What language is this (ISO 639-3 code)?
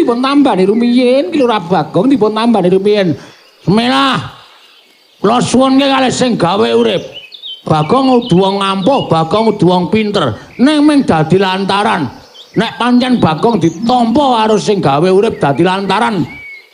jav